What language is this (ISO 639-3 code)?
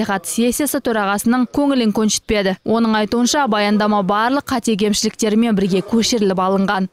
kaz